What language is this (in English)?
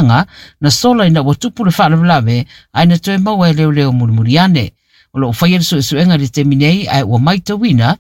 Samoan